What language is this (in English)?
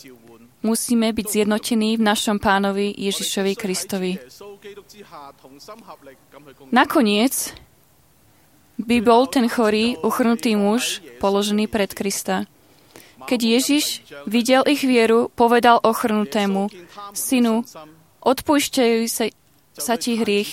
Slovak